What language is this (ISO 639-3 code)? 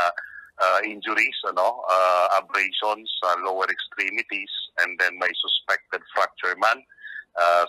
bik